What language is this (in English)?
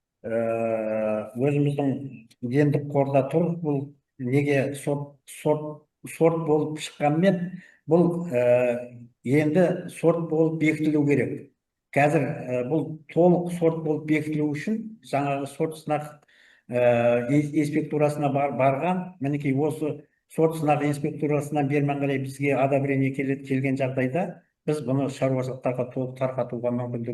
Kazakh